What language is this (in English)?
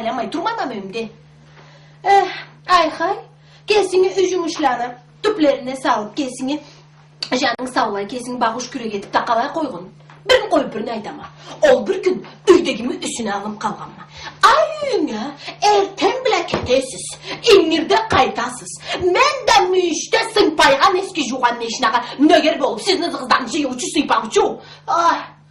Karachay-Balkar